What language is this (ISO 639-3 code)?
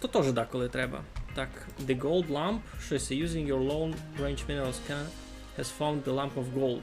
rue